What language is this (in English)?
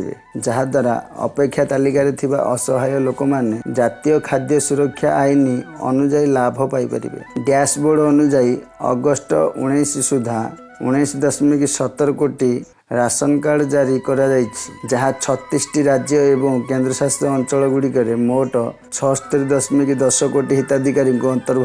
Odia